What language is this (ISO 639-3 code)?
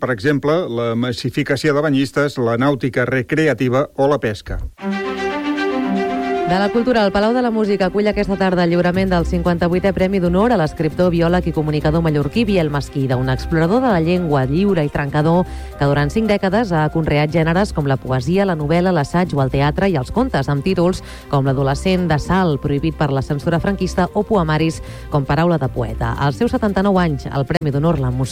cat